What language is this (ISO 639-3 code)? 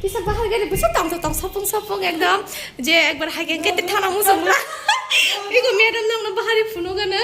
trp